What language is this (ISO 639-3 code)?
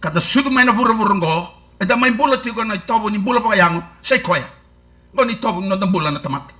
fij